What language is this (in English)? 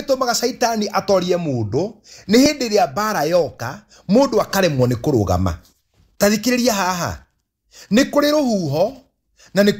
Kikuyu